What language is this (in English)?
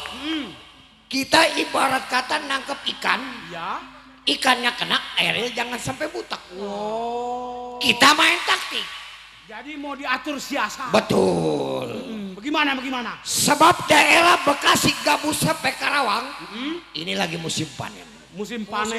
Betawi